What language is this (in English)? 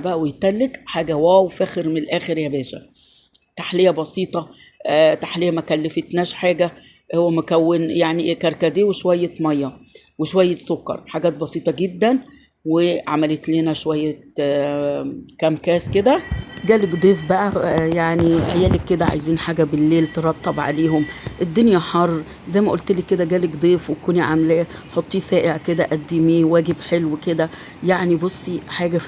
Egyptian Arabic